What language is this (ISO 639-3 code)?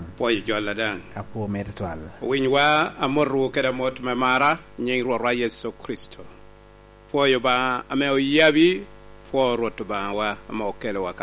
laj